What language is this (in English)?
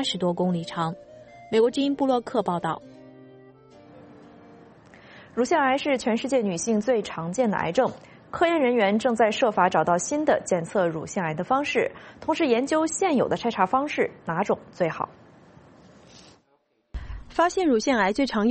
Chinese